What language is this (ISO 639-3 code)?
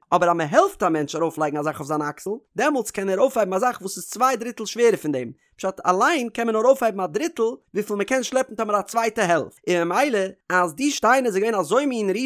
yid